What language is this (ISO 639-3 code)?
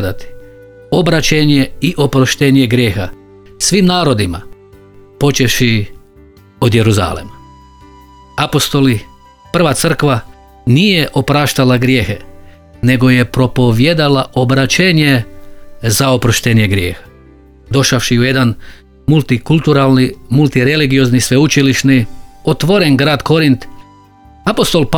hrv